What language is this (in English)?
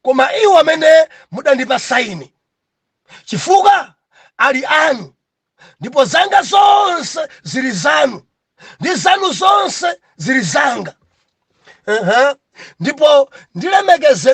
Nyanja